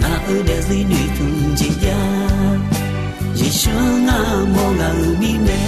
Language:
Akha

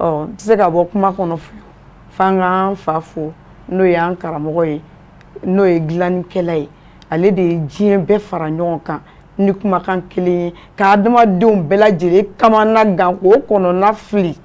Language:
Bambara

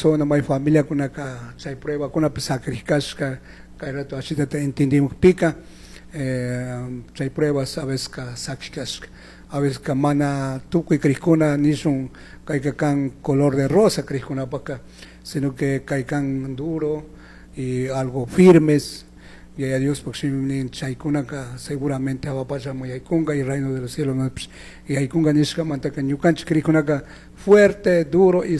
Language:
Chimborazo Highland Quichua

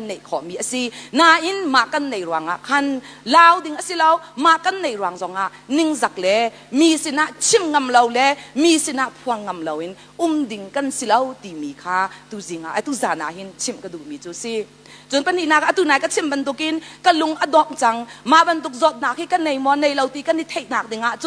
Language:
Hakha Chin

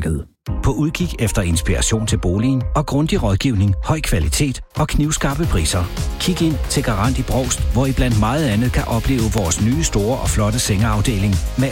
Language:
Danish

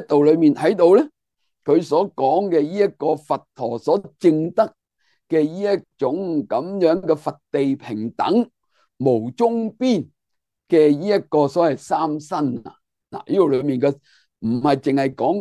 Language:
Cantonese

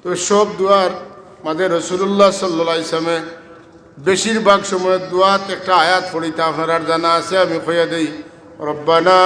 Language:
Sylheti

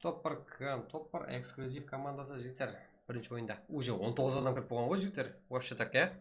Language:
Kara-Kalpak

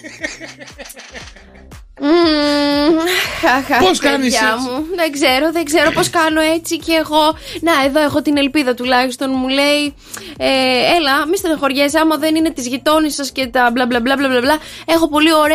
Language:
Greek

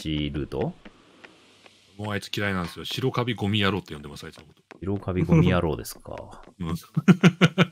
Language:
Japanese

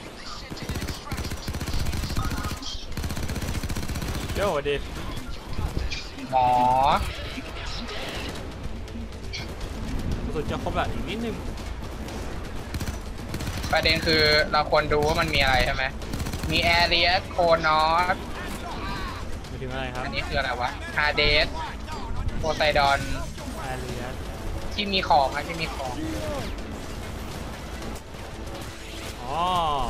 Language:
Thai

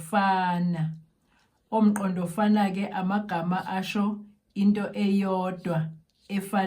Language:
Zulu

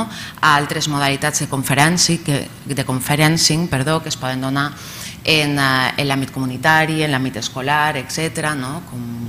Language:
Catalan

